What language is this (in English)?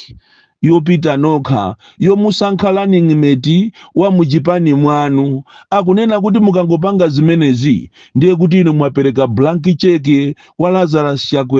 Nyanja